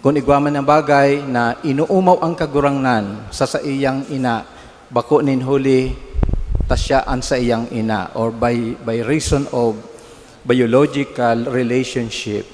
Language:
Bikol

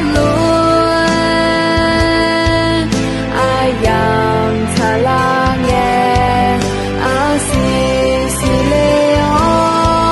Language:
Akha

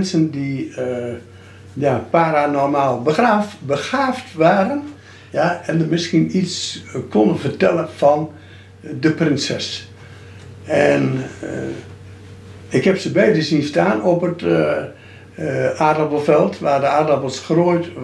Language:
Dutch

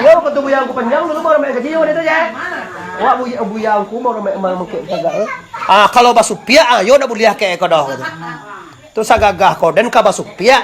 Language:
Minangkabau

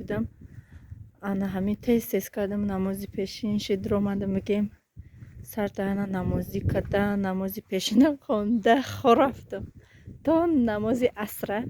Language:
Tajik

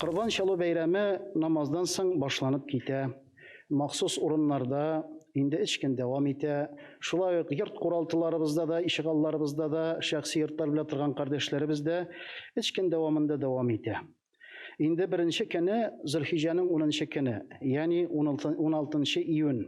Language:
Tatar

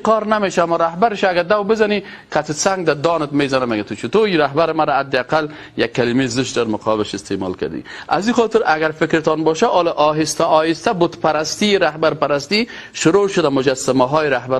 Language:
Persian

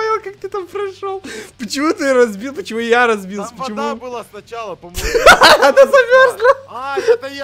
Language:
Russian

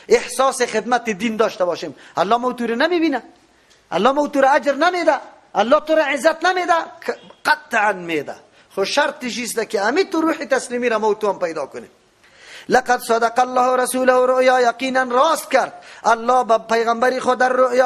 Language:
Persian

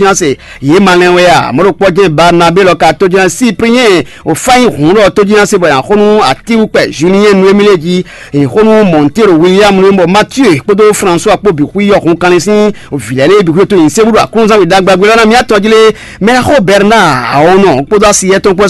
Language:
Fon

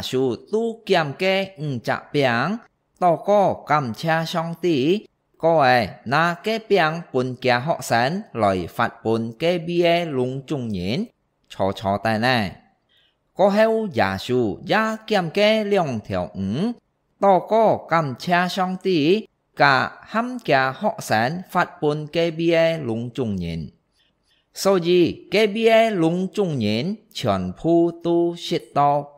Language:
Hakka Chinese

